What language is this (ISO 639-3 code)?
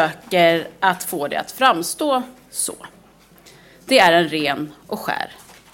swe